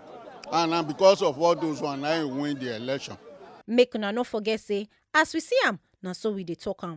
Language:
Nigerian Pidgin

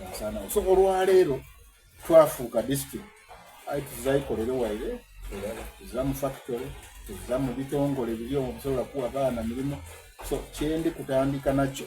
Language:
Soga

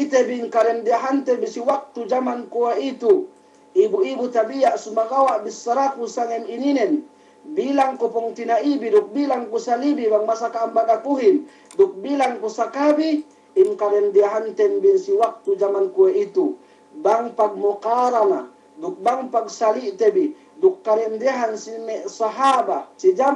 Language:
Yakan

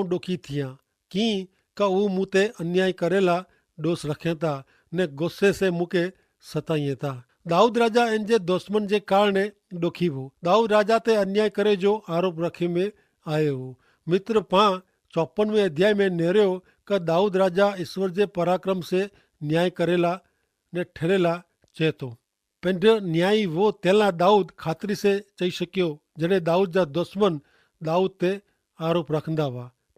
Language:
Kachhi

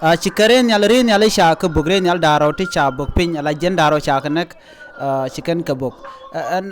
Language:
Nuer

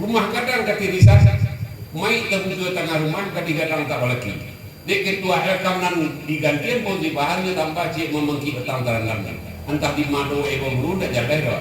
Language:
Minangkabau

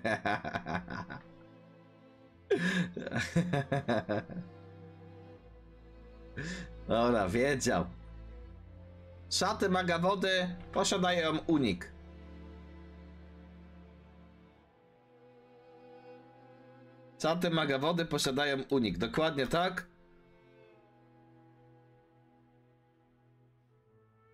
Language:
Polish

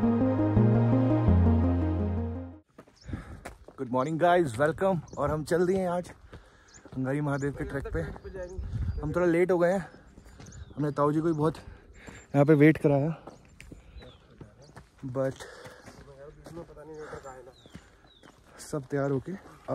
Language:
Hindi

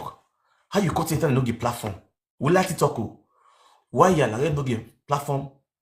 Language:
Nigerian Pidgin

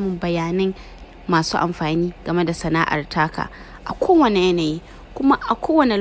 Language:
Hausa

